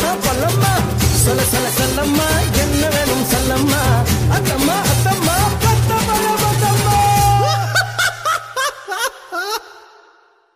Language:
Tamil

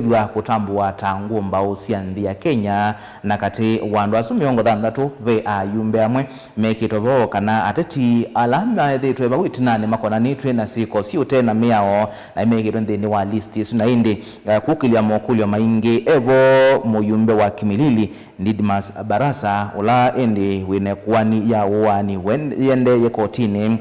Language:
Kamba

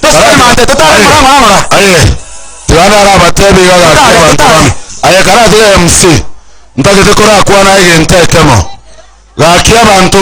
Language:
Gusii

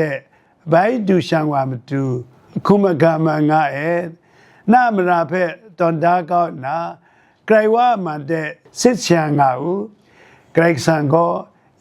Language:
Kachin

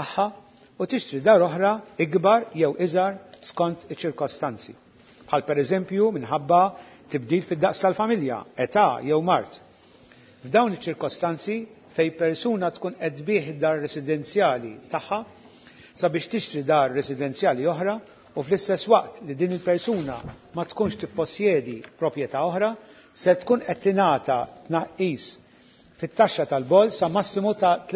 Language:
Maltese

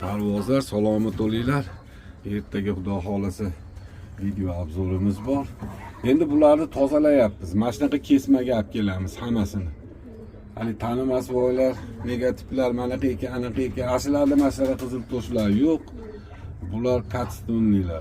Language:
Uzbek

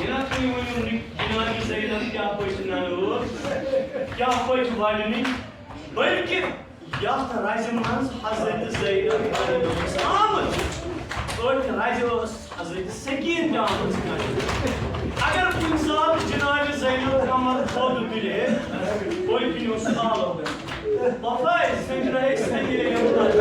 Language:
Kashmiri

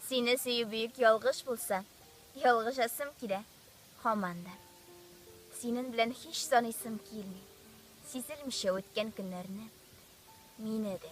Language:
Tatar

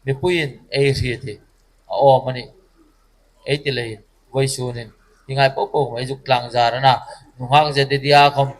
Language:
Hmar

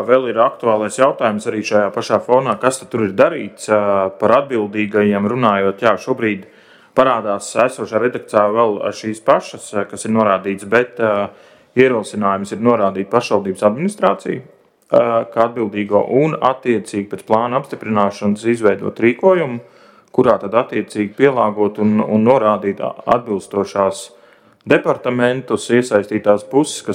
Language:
Latvian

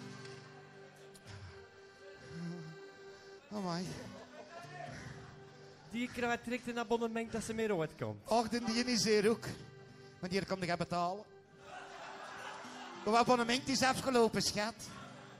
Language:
Dutch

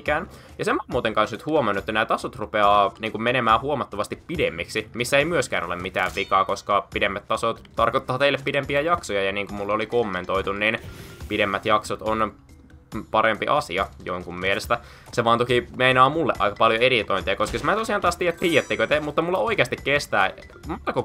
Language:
Finnish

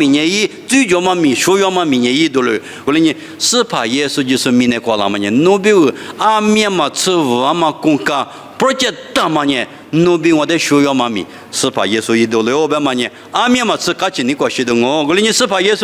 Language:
Lisu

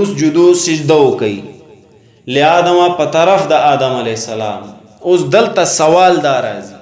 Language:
Pashto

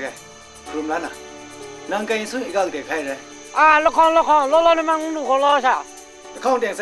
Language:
Kachin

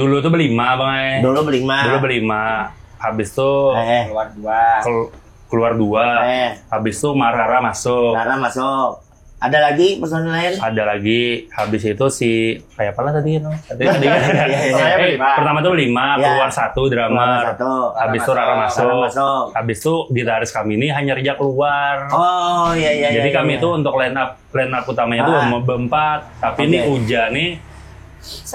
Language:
Banjar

